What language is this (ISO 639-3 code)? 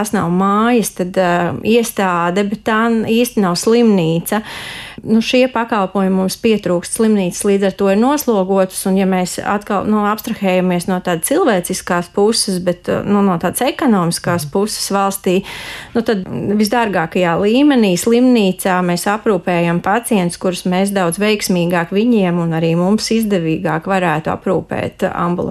lav